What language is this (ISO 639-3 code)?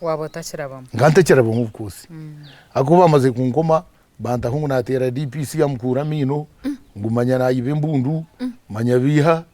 nyn